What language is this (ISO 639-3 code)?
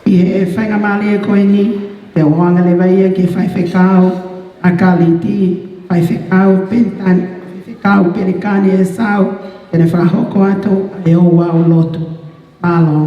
ton